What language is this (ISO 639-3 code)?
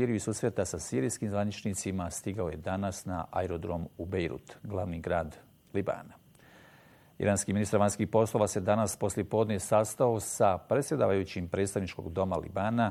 bos